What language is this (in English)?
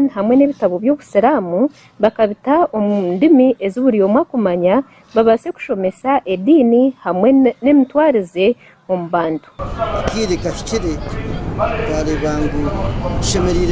Nyankole